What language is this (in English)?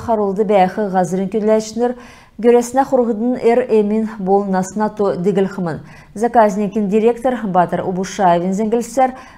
Kalmyk